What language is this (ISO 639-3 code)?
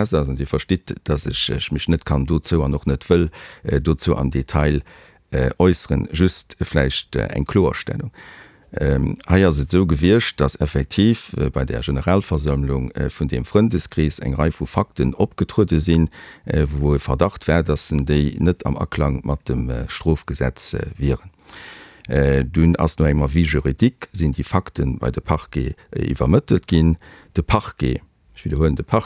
ltz